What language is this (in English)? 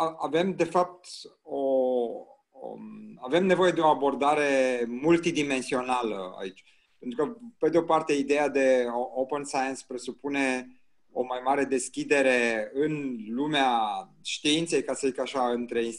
Romanian